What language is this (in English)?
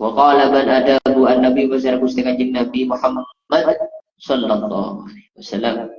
Madurese